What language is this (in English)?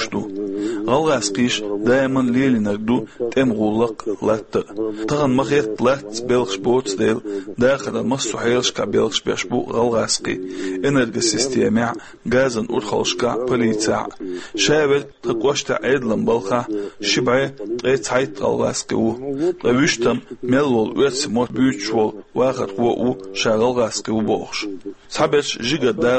Chechen